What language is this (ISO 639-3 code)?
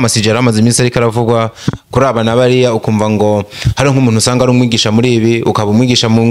run